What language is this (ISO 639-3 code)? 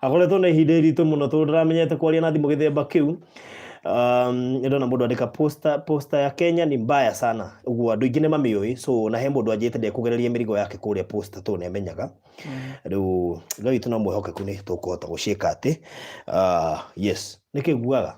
kik